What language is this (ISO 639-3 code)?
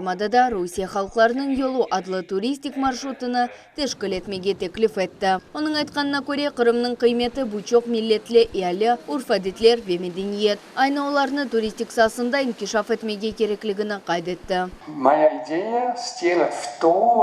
crh